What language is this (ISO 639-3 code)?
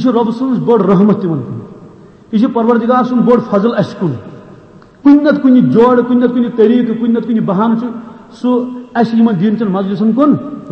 kas